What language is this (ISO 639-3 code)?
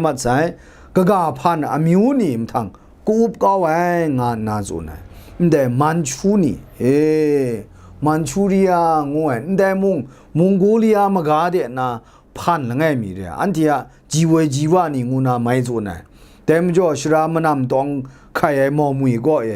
kac